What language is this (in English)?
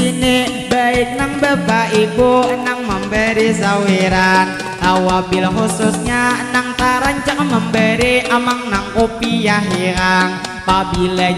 Banjar